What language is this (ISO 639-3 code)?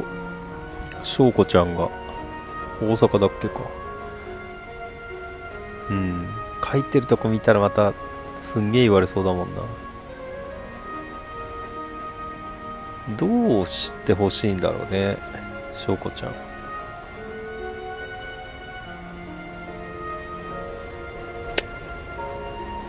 jpn